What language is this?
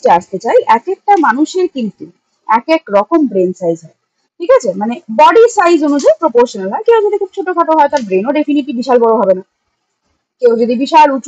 Bangla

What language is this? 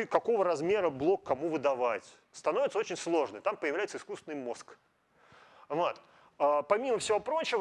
Russian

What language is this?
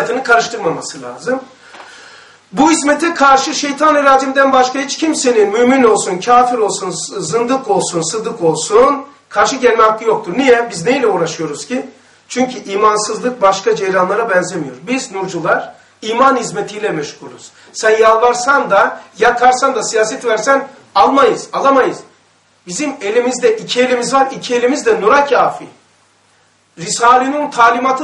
Turkish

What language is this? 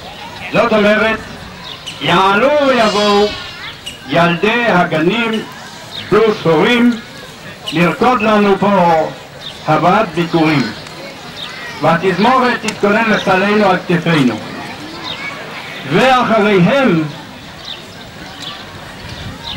Hebrew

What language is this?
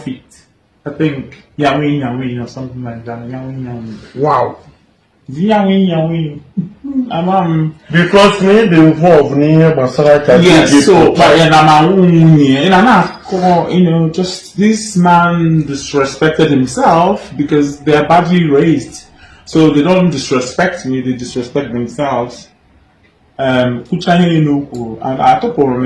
Igbo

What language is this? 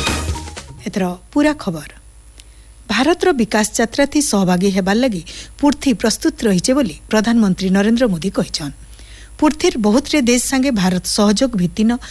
Odia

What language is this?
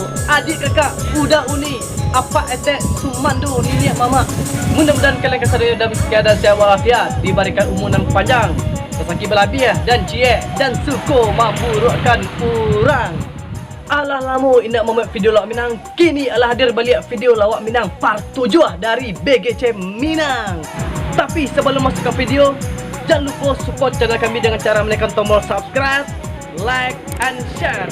Minangkabau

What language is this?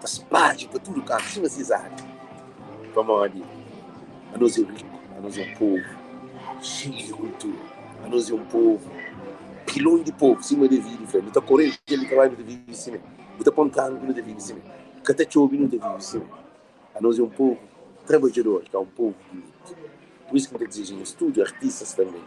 Kabuverdianu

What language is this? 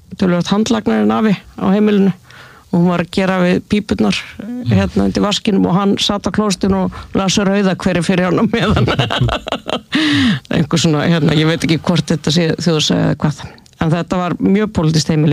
Icelandic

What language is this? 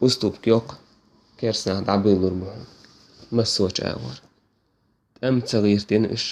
Chechen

